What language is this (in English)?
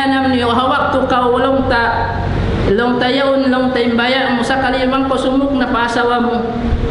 Tausug